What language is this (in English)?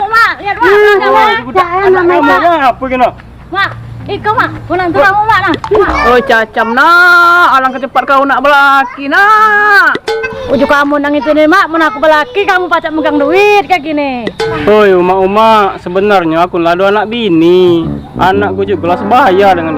Musi